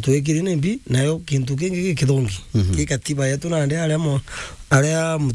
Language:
Meru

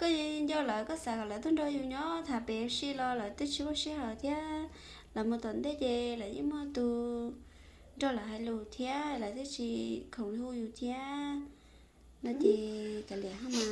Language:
Hmong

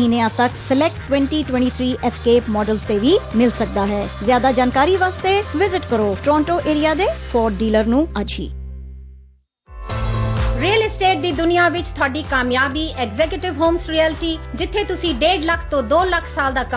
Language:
Punjabi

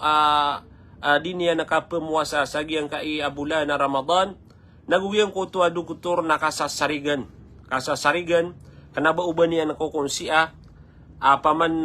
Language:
Maranao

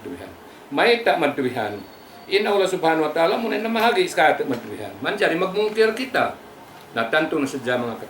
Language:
Tausug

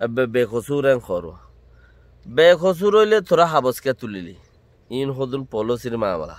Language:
Rohingya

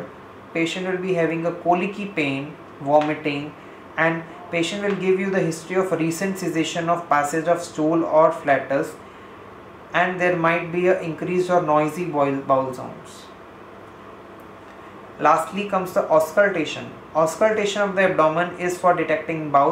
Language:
English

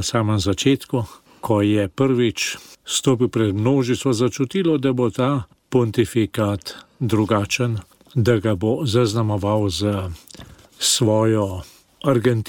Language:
Slovenian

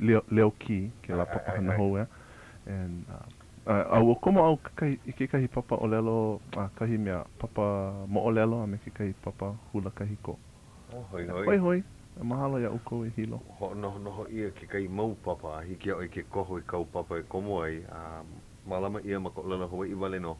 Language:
Hawaiian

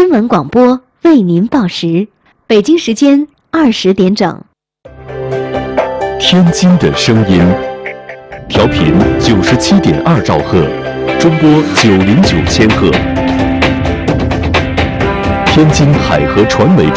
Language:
Chinese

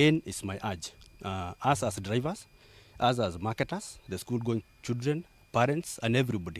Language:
Kamba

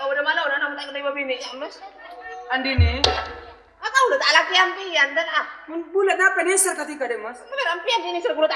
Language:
Madurese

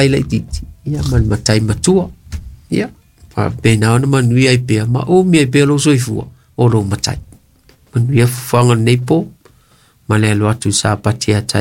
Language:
Samoan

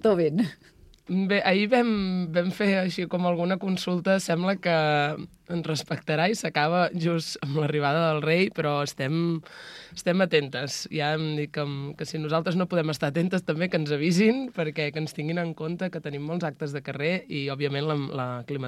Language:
Catalan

